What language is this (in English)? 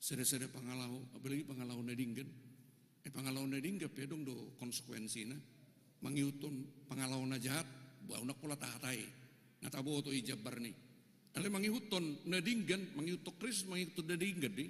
Batak Toba